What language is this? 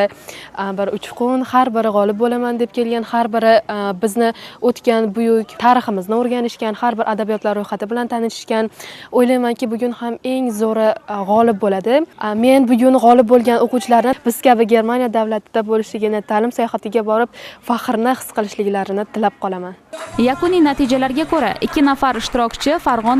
Uzbek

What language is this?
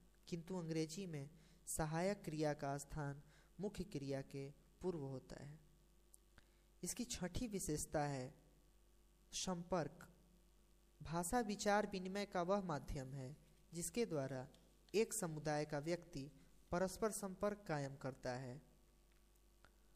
Hindi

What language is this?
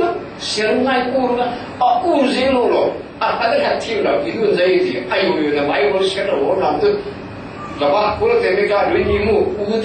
Falam Chin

